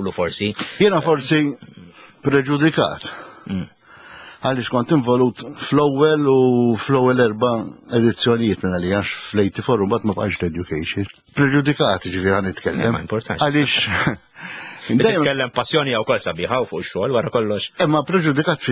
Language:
Maltese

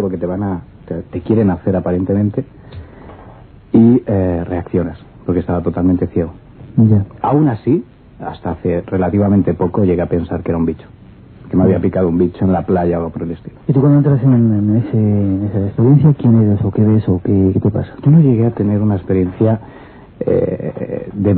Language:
Spanish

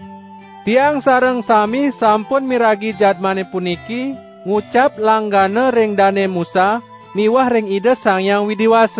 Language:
Balinese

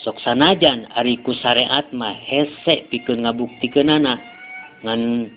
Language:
Sundanese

